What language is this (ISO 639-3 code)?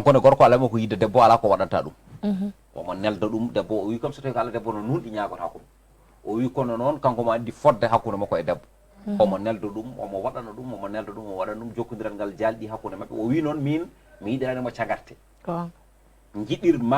ful